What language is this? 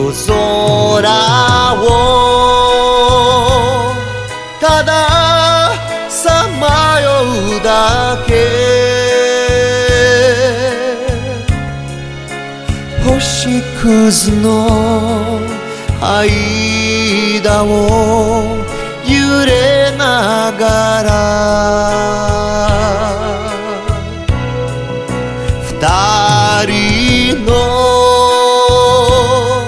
Japanese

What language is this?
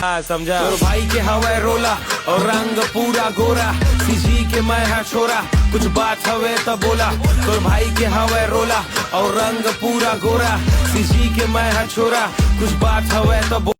Chhattisgarhi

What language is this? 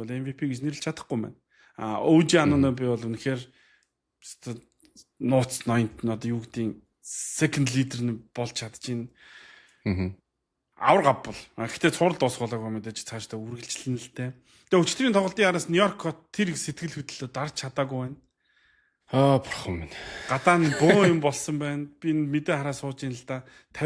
Mongolian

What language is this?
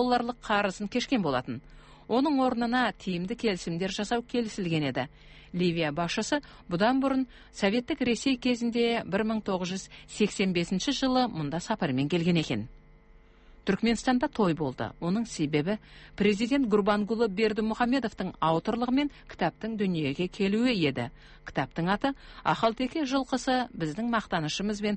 Kazakh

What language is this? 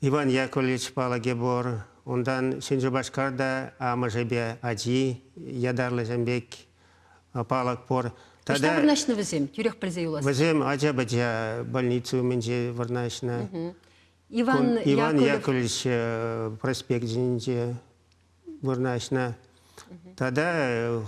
Chuvash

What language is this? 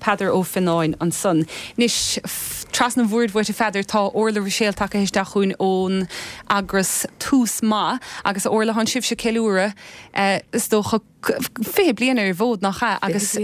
Irish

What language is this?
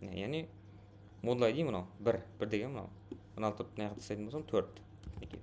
Kara-Kalpak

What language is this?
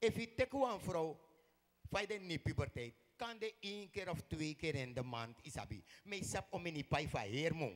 Sranan Tongo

